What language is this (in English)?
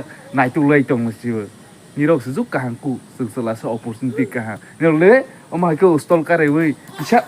Kok Borok